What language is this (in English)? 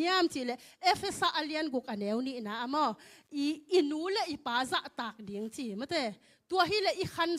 Tedim Chin